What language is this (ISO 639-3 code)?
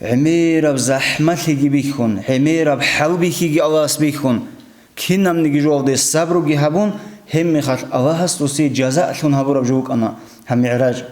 ava